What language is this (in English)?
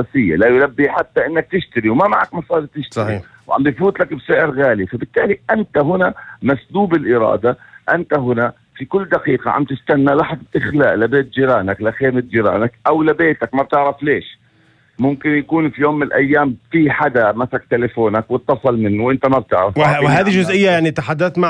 North Levantine Arabic